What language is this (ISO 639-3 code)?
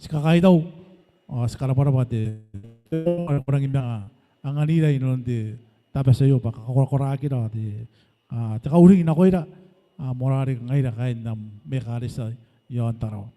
gil